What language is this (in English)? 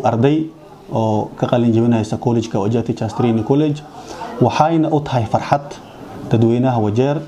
Somali